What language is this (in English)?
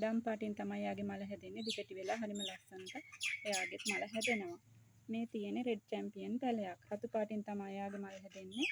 Sinhala